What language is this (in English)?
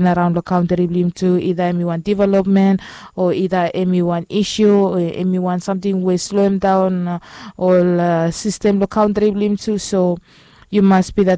Bislama